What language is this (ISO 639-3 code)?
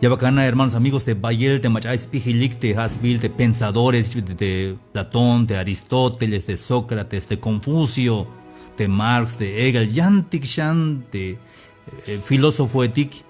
tzh